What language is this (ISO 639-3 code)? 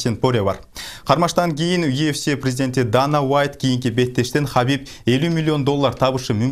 kir